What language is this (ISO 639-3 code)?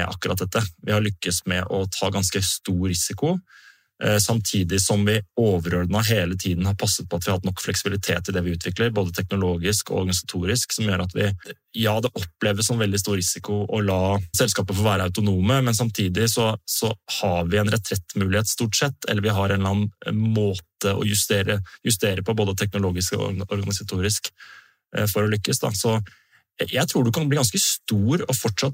nor